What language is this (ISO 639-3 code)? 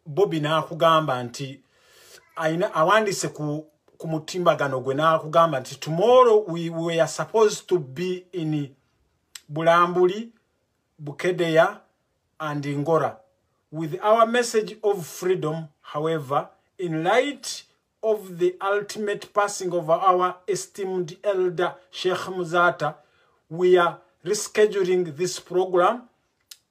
lug